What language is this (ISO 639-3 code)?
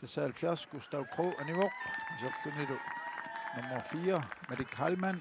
kal